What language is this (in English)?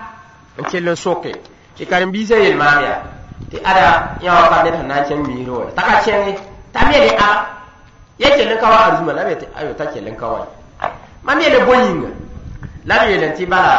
Mossi